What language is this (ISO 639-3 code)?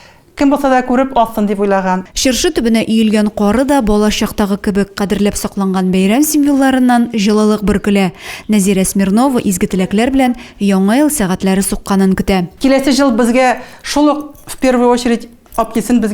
tat